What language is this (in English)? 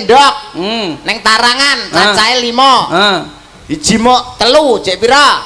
Javanese